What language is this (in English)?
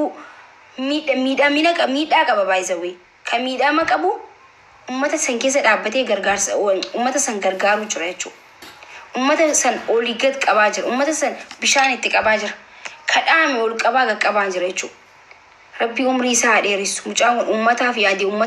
Oromo